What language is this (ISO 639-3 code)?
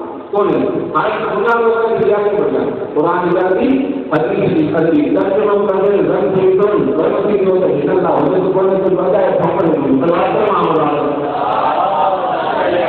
urd